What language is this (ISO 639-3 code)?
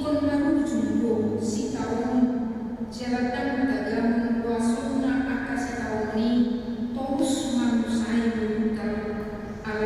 bbc